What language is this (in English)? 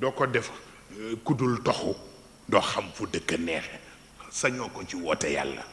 Wolof